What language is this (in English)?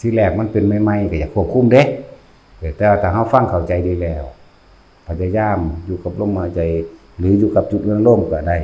Lao